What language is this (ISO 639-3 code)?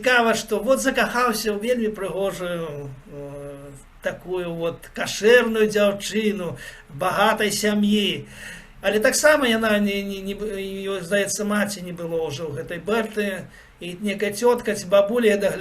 bel